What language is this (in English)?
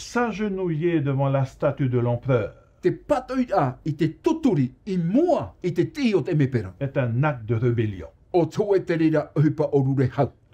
Tahitian